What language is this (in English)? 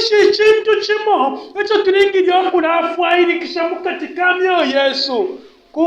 Bemba